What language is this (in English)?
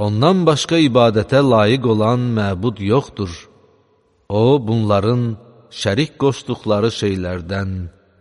Azerbaijani